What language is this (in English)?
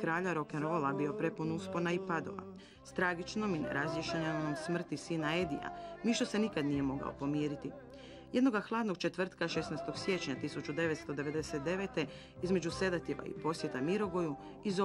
Croatian